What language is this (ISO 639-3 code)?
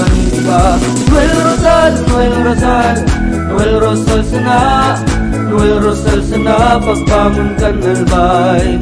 bik